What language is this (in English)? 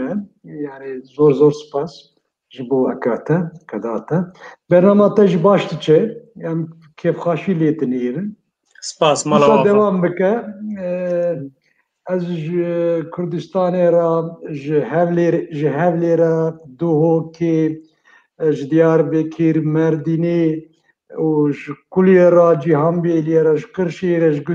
Kurdish